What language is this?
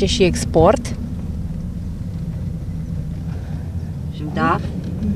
Romanian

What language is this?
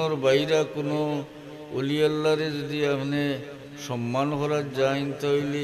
Sylheti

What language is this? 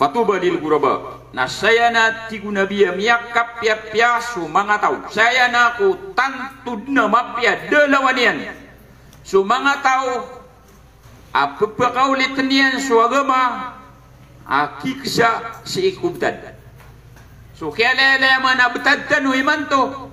Maranao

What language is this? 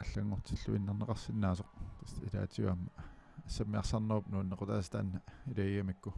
Kalaallisut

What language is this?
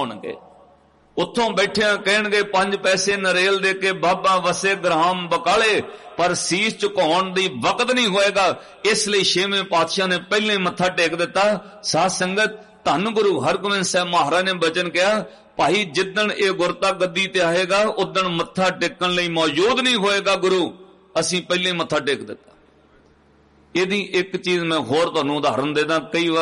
Punjabi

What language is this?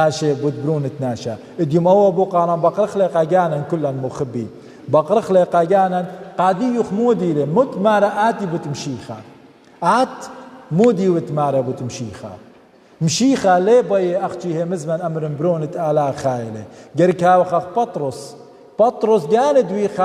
Assyrian Neo-Aramaic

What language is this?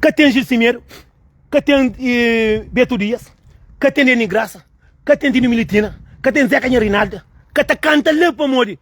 Kabuverdianu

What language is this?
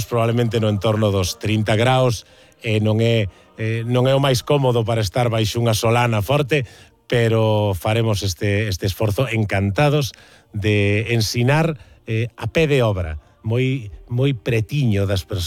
Galician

